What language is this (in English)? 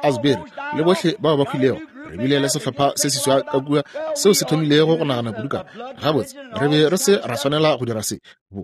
Northern Sotho